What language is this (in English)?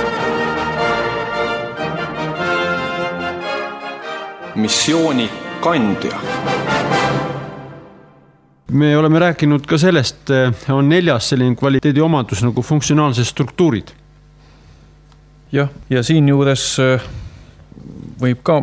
Estonian